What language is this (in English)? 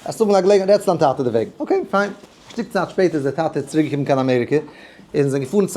Yiddish